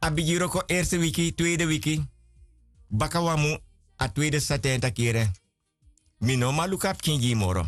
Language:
Sranan Tongo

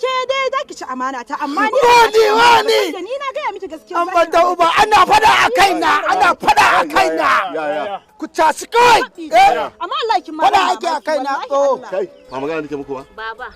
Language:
Hausa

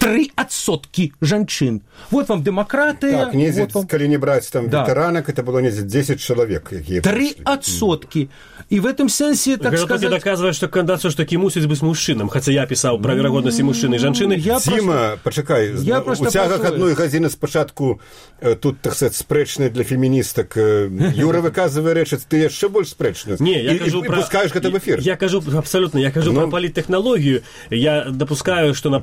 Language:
Belarusian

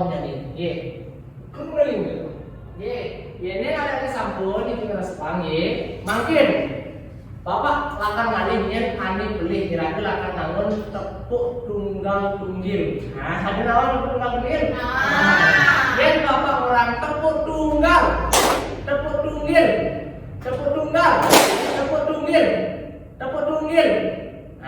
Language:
Balinese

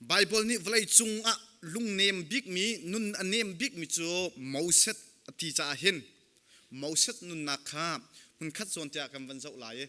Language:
Hakha Chin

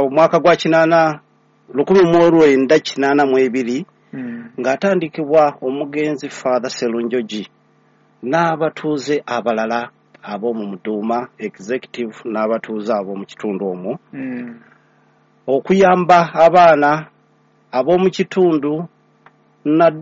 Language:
Ganda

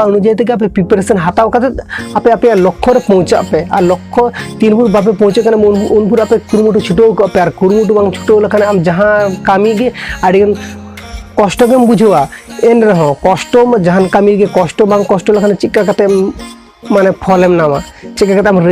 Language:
Santali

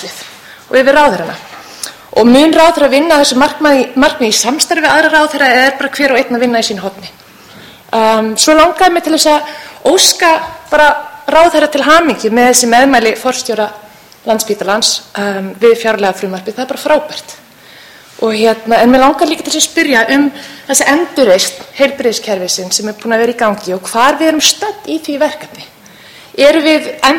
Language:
Icelandic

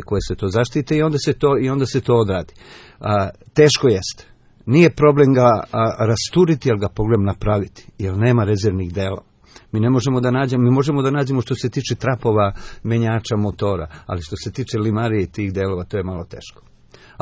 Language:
Serbian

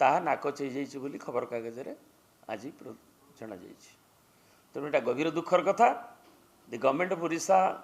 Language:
Odia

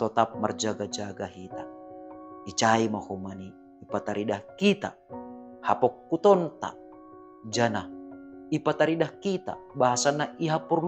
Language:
Batak Simalungun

